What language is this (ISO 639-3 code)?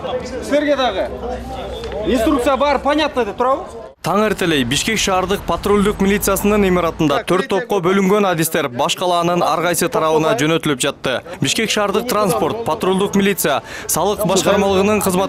kir